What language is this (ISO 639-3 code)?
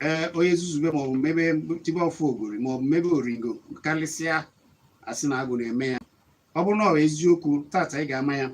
ibo